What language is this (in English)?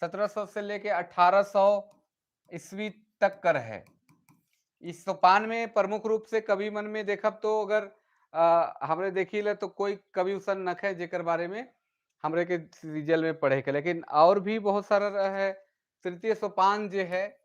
Sadri